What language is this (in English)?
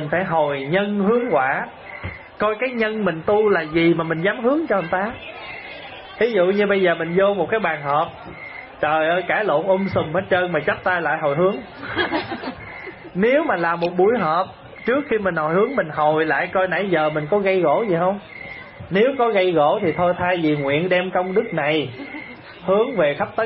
Vietnamese